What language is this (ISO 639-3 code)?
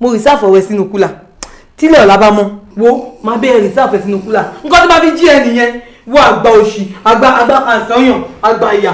yor